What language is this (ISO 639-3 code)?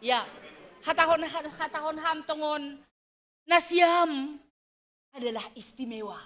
bts